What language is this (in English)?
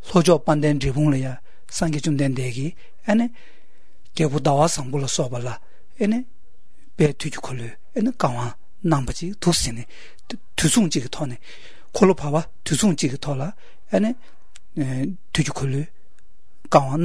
Latvian